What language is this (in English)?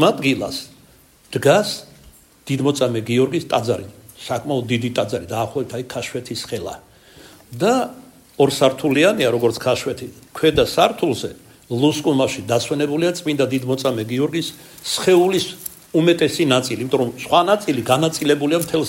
Georgian